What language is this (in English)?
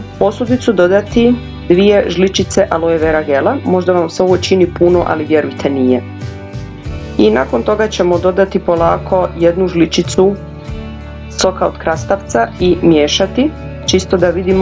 Croatian